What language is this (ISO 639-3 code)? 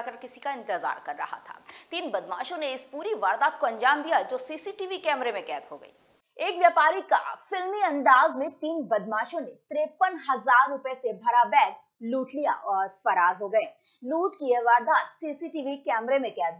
hin